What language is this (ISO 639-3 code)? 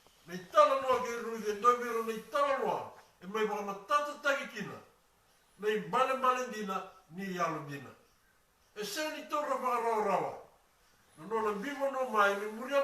fij